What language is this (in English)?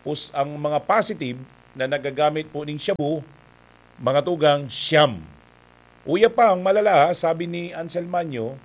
Bikol